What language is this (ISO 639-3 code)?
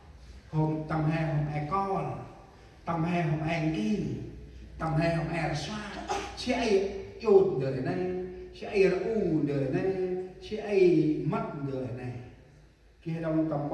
cmo